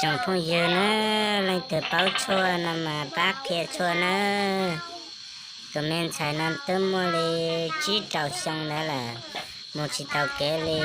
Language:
Hmong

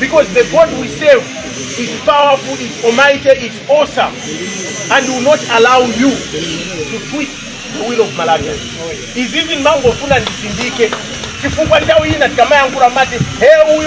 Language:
Nyanja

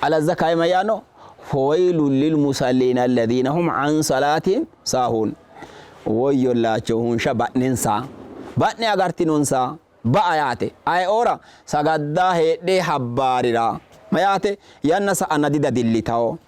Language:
Sidamo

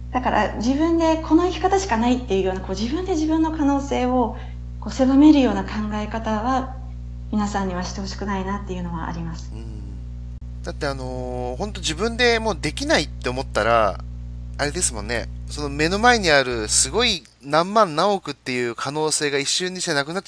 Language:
Japanese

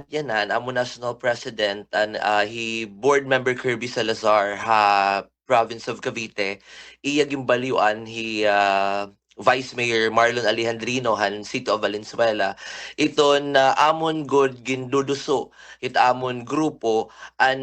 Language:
Waray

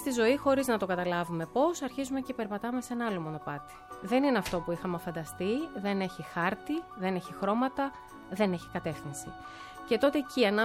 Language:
Greek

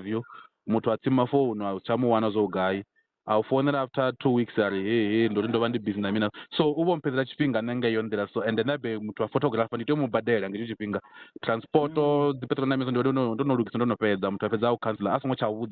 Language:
Venda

